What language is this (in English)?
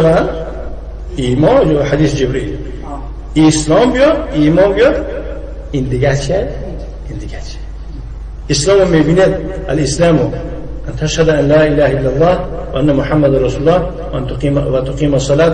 Tajik